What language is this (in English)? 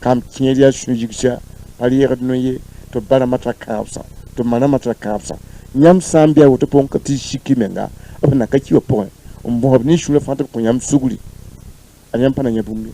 Mossi